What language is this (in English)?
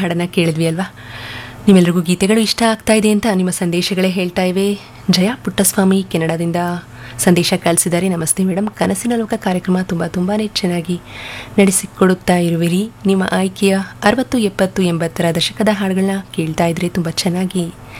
Kannada